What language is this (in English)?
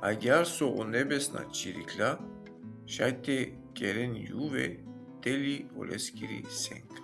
Balkan Romani